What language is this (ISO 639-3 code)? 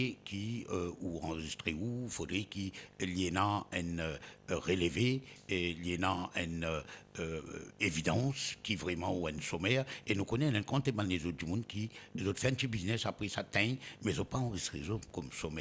mfe